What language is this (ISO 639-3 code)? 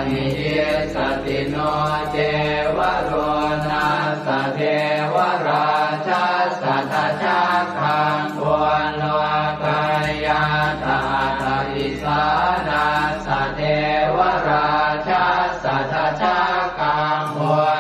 pli